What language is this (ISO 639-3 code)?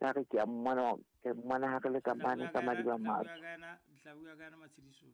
sot